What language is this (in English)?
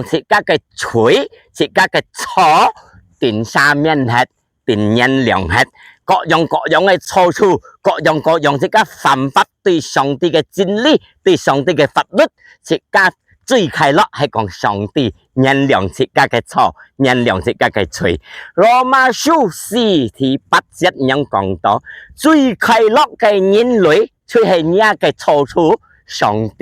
Hakka Chinese